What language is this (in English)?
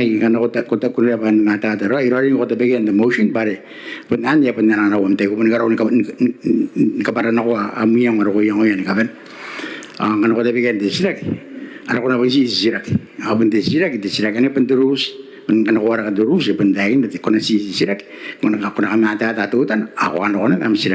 Gilbertese